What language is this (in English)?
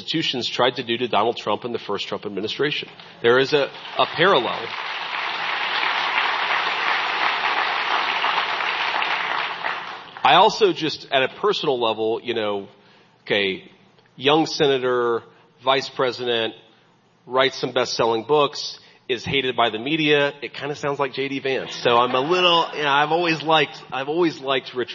English